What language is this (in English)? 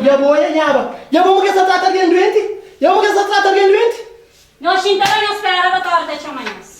Kabuverdianu